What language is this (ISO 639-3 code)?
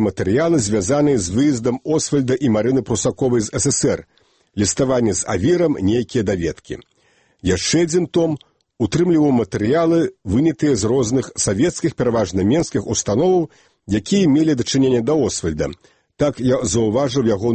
bel